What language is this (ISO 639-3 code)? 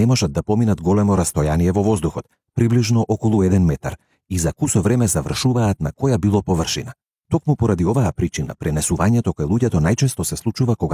mkd